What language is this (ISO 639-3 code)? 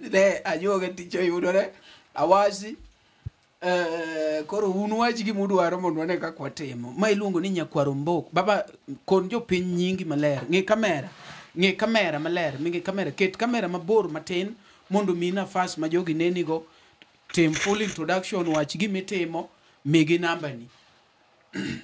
luo